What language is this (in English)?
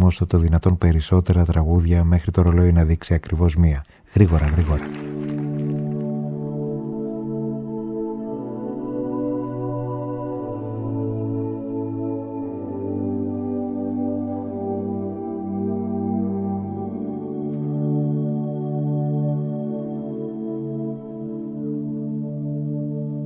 Greek